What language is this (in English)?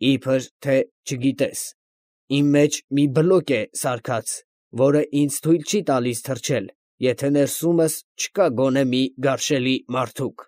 Armenian